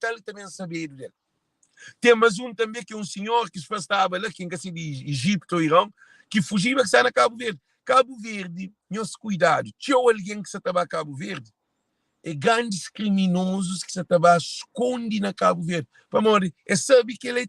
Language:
Kabuverdianu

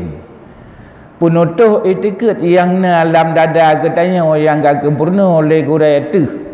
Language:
Achinese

